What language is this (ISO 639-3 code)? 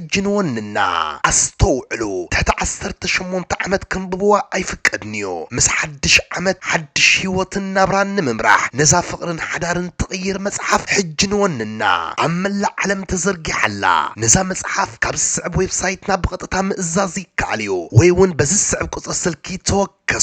tir